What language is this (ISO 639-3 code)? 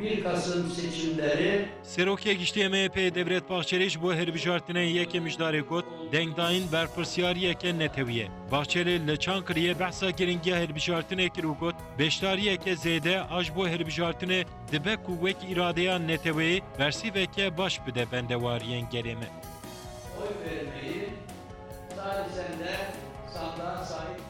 kur